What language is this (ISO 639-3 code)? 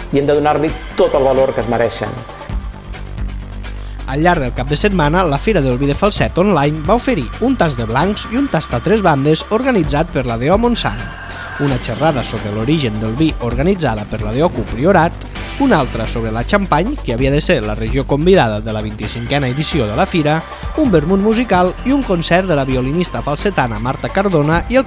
cat